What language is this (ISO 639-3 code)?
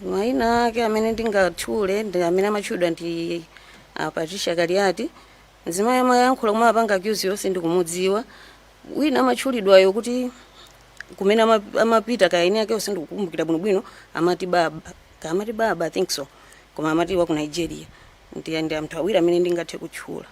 nya